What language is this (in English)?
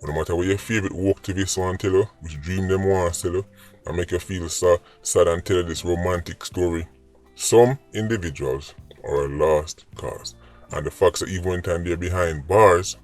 Jamaican Creole English